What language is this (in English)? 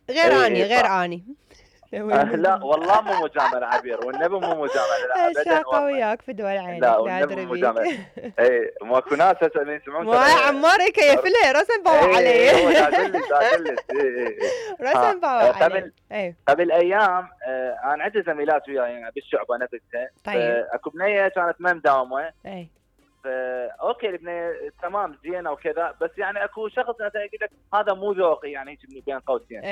Mesopotamian Arabic